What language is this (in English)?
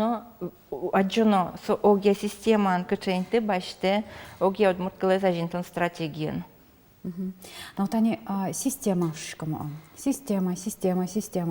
Udmurt